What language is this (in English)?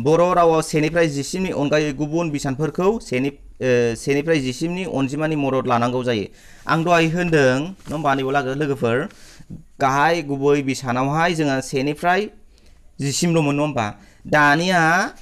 Bodo